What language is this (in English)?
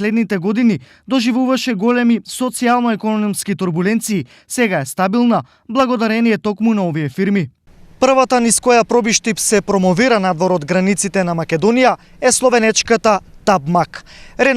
Macedonian